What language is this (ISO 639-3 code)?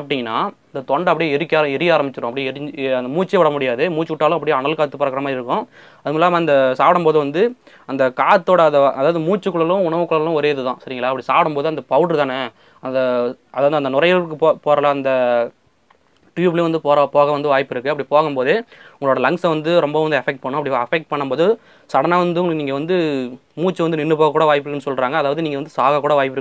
tam